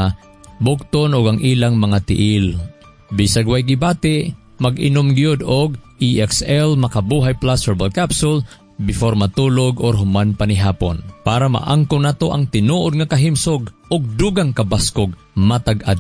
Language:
Cebuano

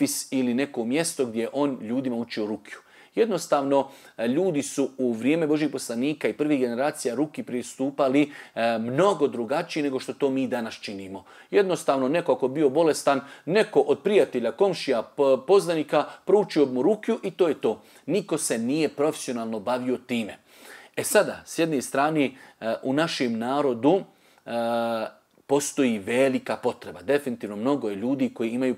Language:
Bosnian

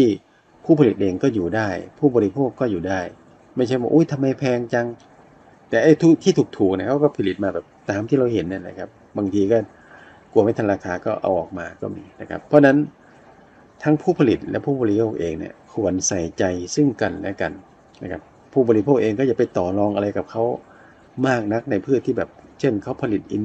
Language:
Thai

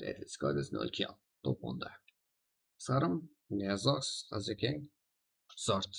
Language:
Kara-Kalpak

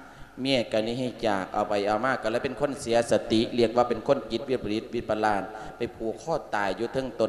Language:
Lao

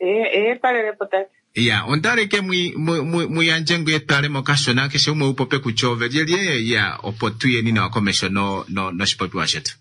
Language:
Kuanyama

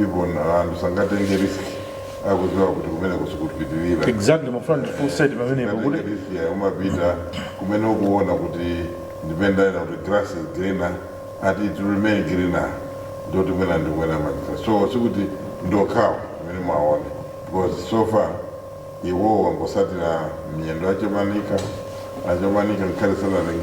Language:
Nyanja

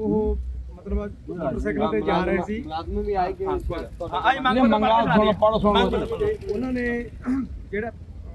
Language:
Punjabi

